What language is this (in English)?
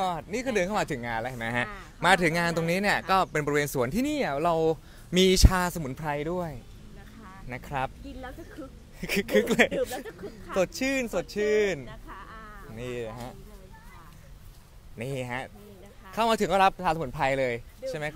Thai